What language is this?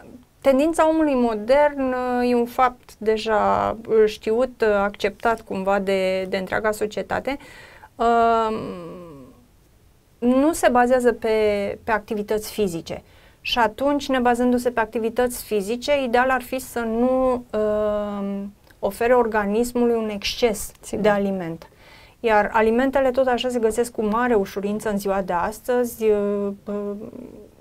Romanian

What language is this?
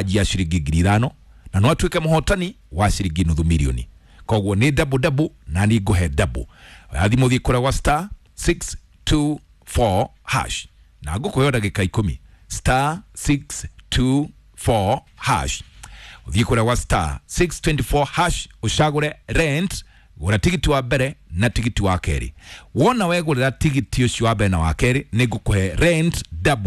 Kikuyu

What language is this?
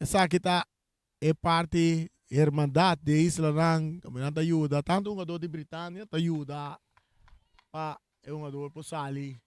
Papiamento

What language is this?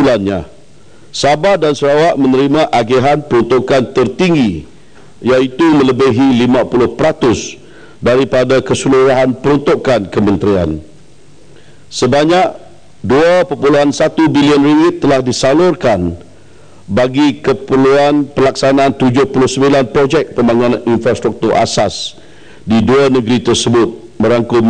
Malay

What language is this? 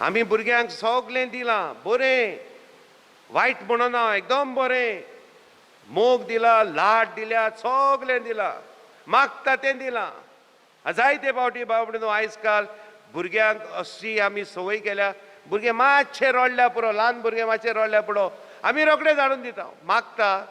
Konkani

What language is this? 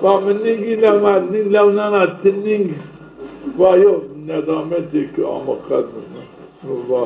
Zaza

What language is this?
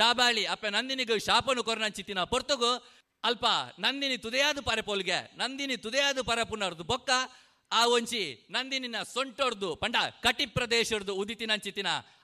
Tulu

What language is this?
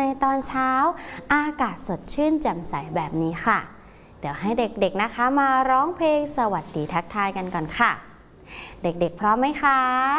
Thai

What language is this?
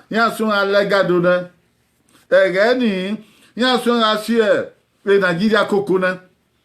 Bini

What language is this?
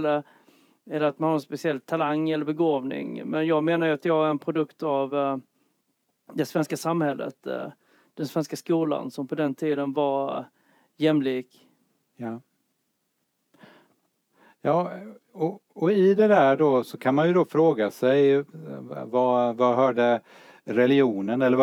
Swedish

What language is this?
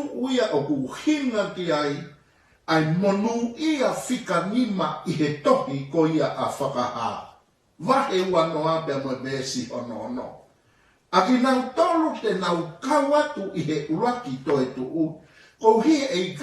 Tongan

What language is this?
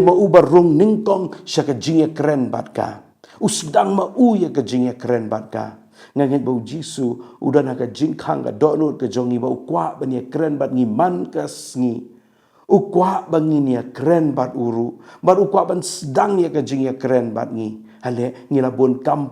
Khasi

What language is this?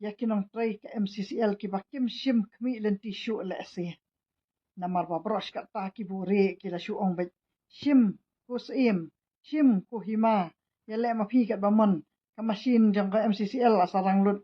Khasi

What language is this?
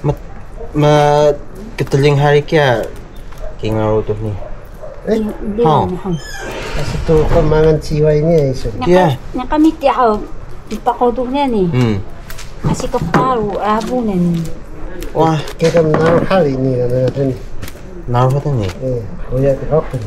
Taroko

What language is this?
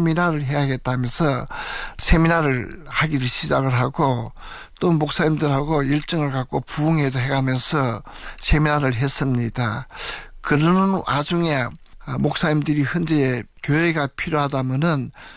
Korean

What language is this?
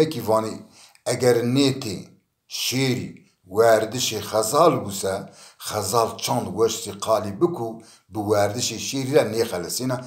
Zaza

